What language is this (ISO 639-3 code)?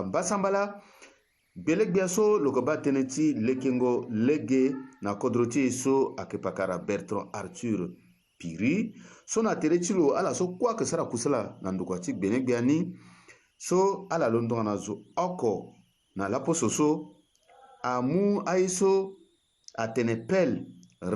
sag